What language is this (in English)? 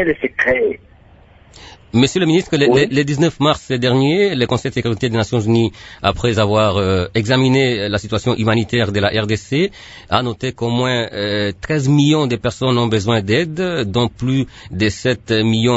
French